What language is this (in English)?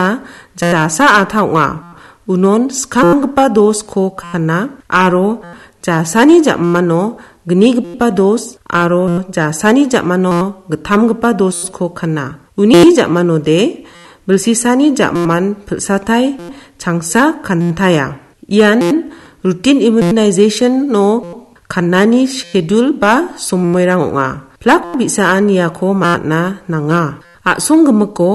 Garo